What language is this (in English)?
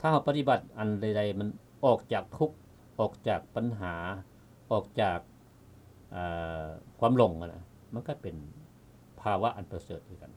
Lao